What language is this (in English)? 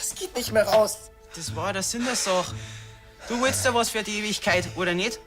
Bavarian